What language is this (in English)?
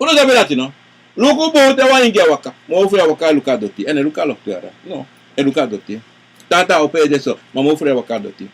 Sranan Tongo